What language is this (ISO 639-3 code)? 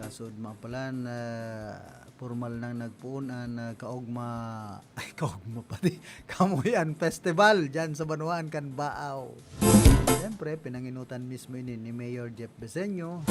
bik